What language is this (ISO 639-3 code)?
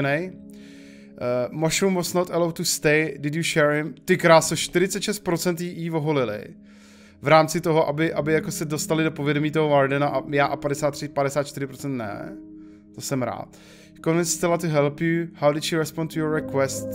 ces